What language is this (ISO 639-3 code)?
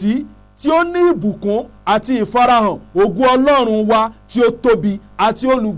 yor